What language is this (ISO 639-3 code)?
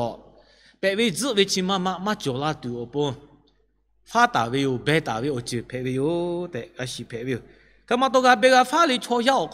lhu